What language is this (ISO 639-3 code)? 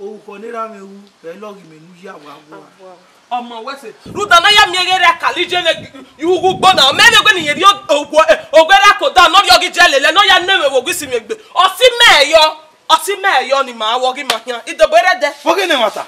bin